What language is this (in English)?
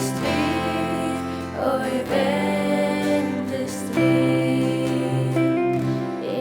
Faroese